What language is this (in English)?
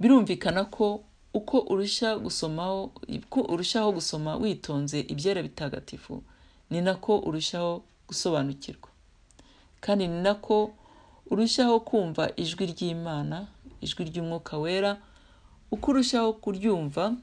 Kinyarwanda